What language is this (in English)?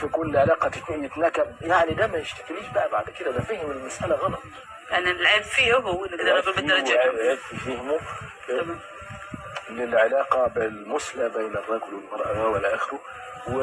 Egyptian Arabic